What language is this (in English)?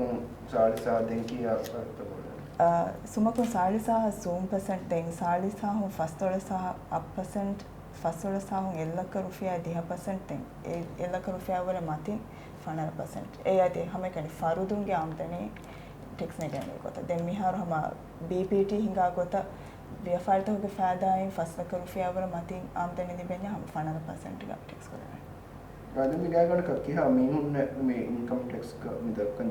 Divehi